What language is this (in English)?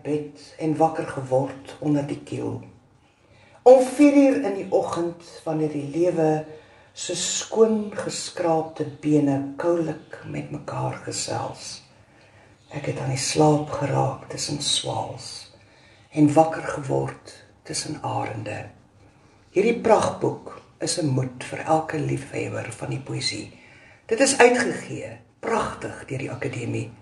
Afrikaans